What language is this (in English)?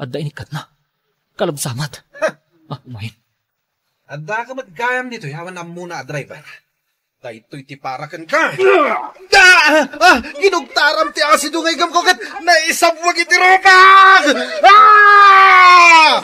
Iloko